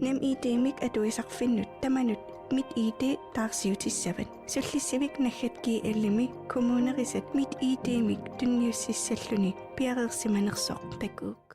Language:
Kalaallisut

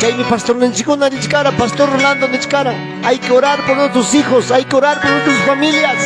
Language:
Ayacucho Quechua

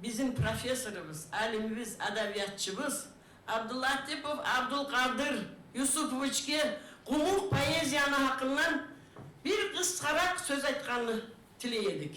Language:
Kumyk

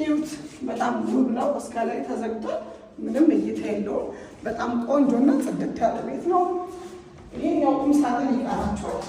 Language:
Amharic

